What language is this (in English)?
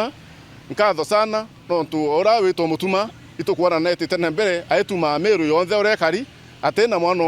Meru